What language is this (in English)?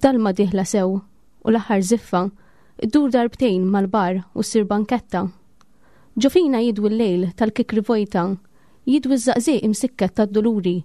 Maltese